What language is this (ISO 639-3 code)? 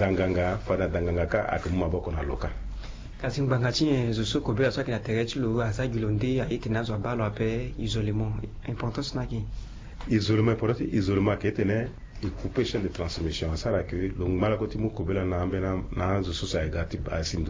sag